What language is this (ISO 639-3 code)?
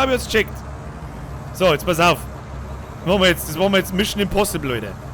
bar